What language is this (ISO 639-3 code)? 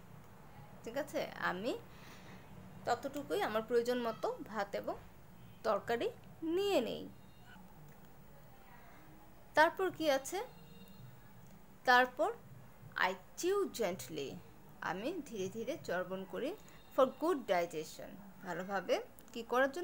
ben